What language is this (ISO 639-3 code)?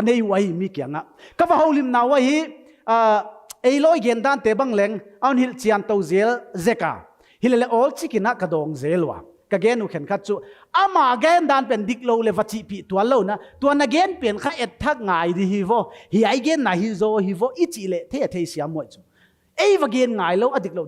pck